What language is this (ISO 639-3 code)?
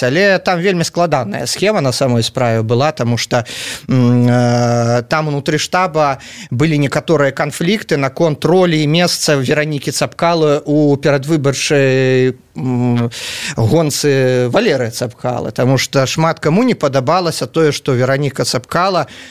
bel